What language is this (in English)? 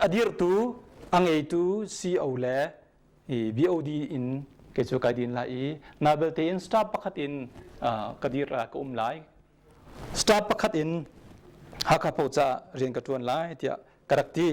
Hakha Chin